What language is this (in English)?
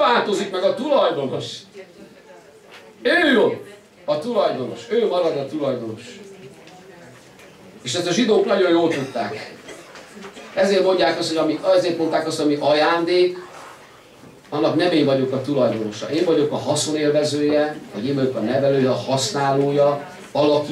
Hungarian